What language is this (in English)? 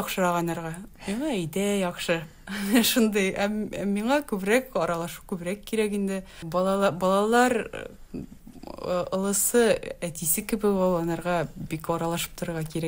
Tatar